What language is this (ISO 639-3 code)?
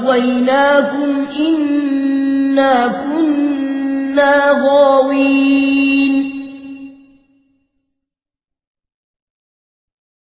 ara